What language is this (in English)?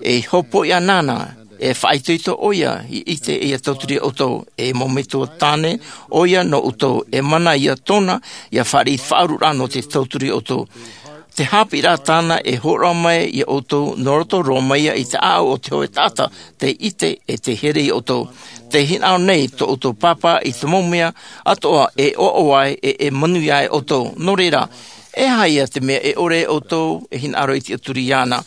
Tahitian